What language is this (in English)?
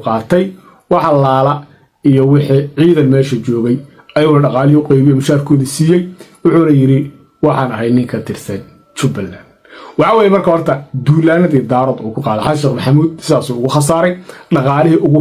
Somali